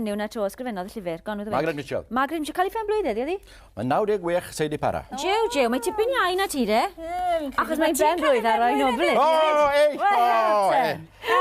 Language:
Welsh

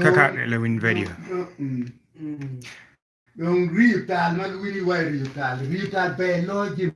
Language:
Acoli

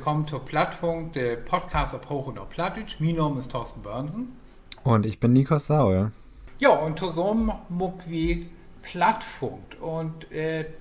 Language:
Low German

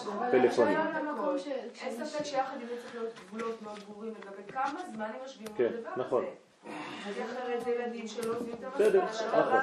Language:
Hebrew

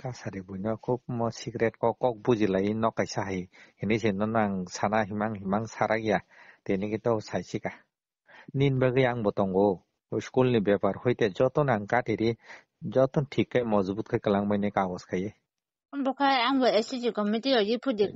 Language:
Kok Borok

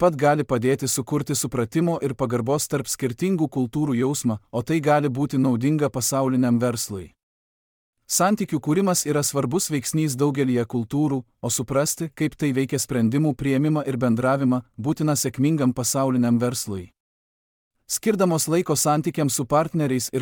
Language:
Lithuanian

